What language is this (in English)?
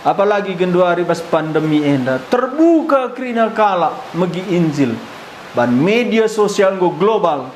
Batak Karo